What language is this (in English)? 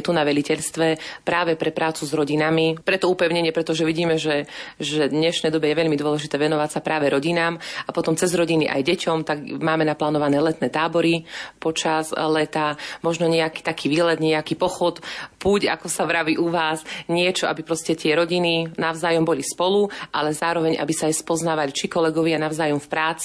Slovak